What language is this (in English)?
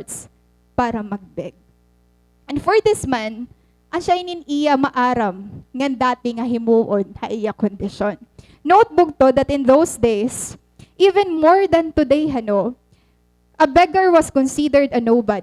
Waray